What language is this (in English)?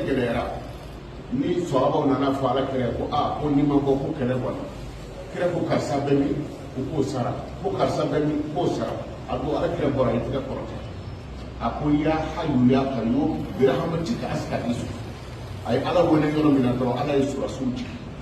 Bambara